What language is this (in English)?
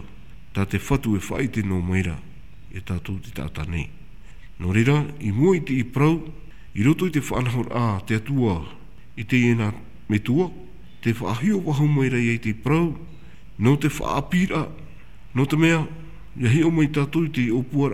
Tahitian